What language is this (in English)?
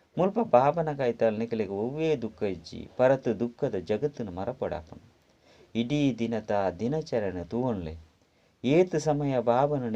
Tulu